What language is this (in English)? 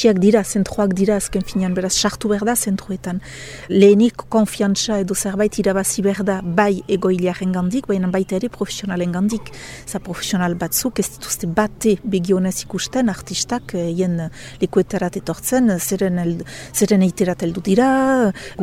Basque